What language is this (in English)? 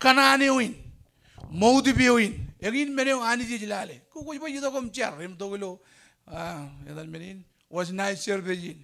Marshallese